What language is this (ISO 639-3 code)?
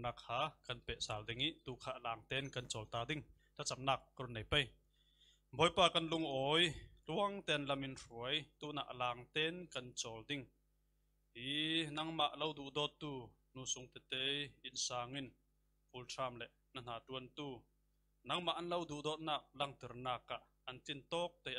cfm